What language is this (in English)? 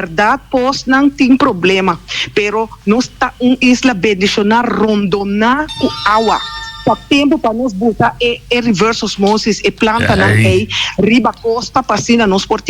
Papiamento